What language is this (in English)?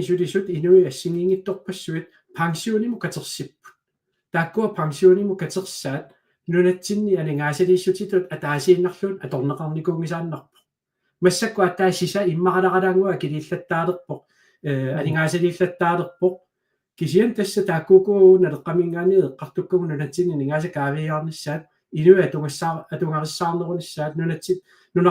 Kalaallisut